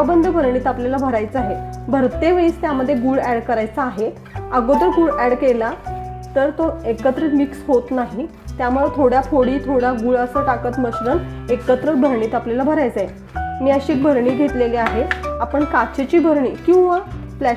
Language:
Marathi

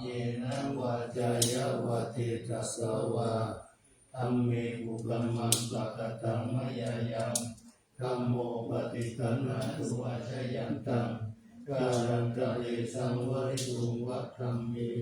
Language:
Pali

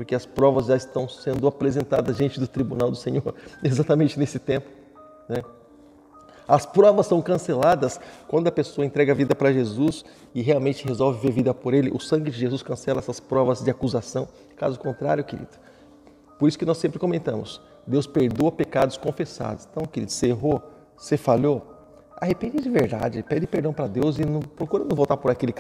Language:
Portuguese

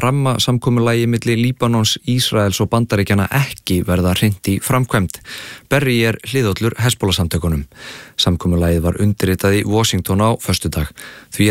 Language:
Icelandic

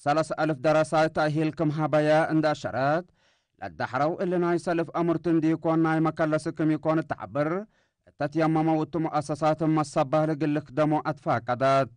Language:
Tigre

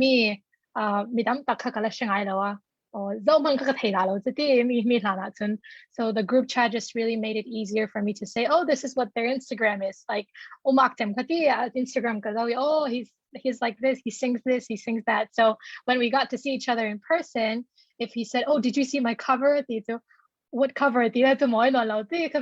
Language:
Falam Chin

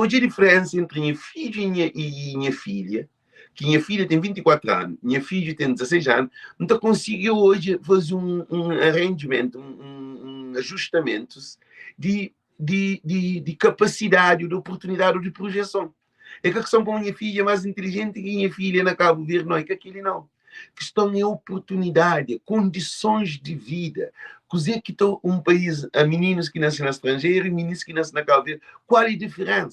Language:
Kabuverdianu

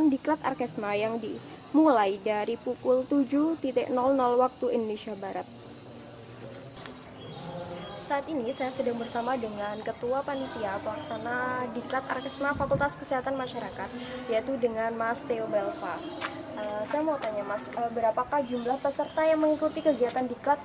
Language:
Indonesian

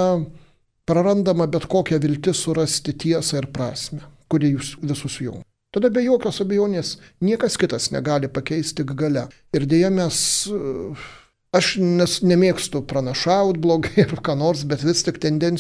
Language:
Lithuanian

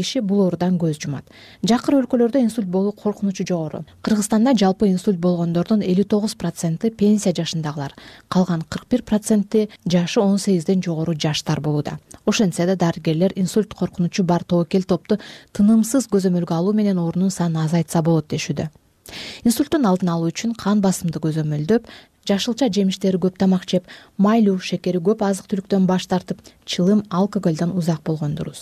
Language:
Kyrgyz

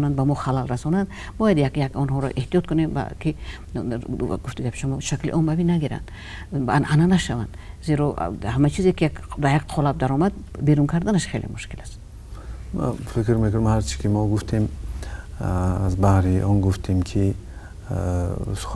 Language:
Tajik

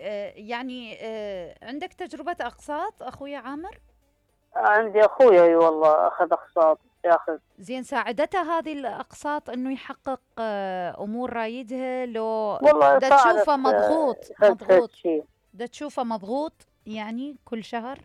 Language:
Mesopotamian Arabic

